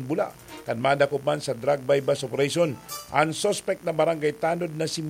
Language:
Bikol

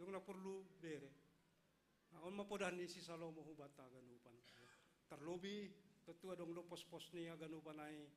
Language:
Batak Simalungun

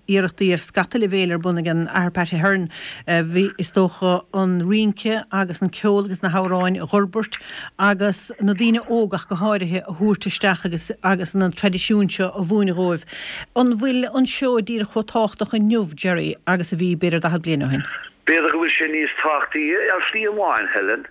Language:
Irish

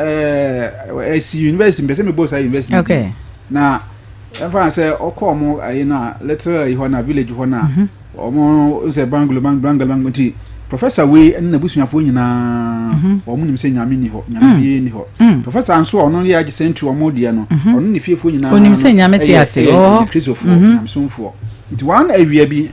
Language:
Akan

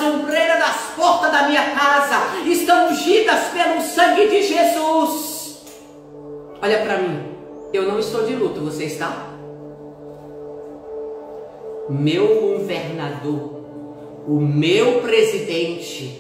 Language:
Portuguese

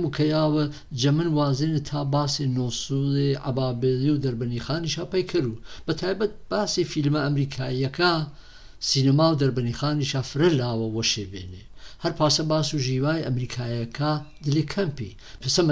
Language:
Gurani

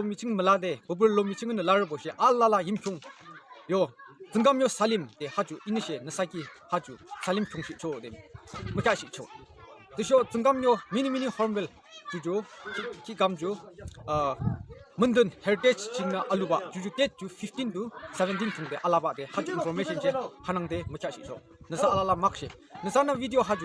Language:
Yimchungru Naga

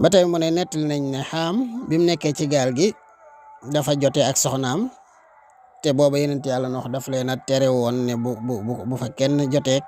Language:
Wolof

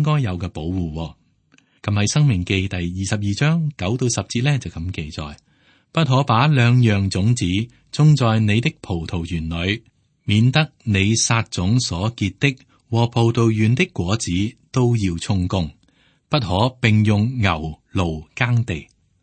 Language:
Cantonese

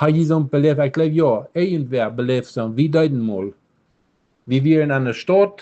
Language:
Plautdietsch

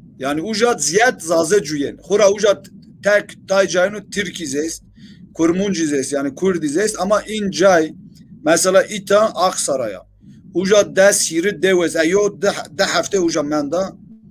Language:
Zaza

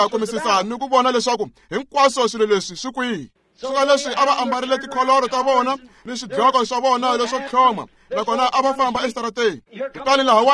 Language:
Tsonga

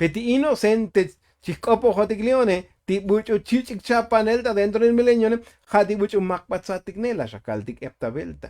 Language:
Tzotzil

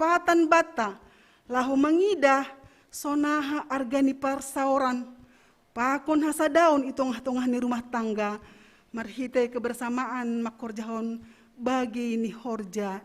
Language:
Batak Simalungun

